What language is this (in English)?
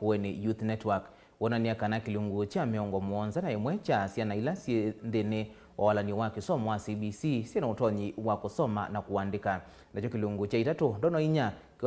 Kamba